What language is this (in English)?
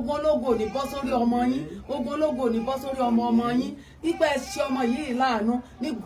Yoruba